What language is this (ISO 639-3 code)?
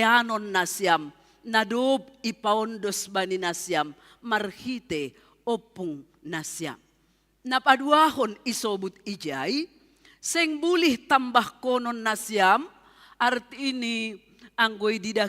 bts